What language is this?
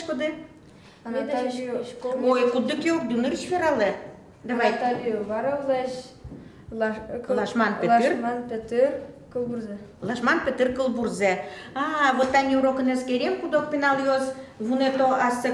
Udmurt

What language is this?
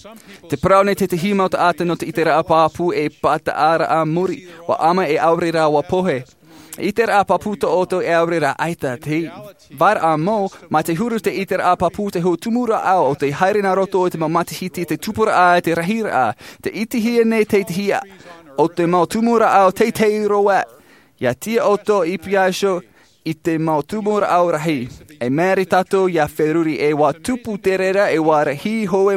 Tahitian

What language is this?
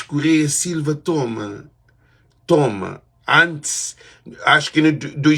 Kabuverdianu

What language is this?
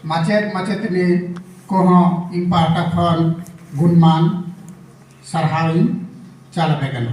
Santali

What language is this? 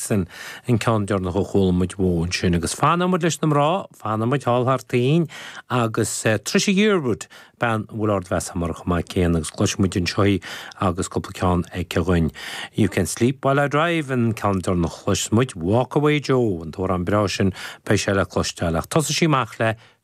Irish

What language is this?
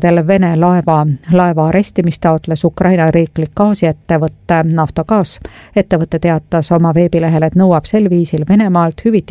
Estonian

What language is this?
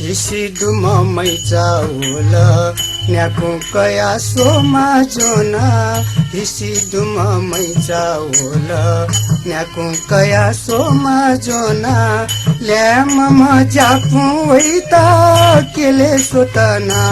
Newari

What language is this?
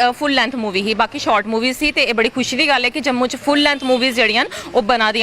Dogri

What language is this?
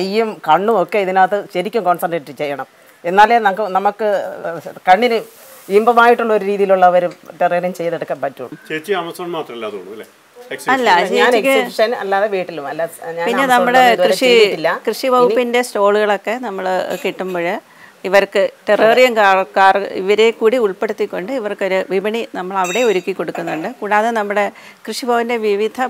Malayalam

